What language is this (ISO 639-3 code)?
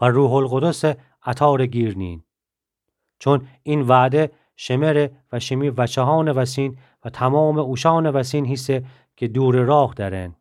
glk